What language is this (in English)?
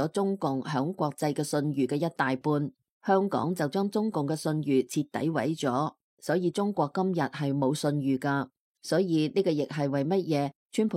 Cantonese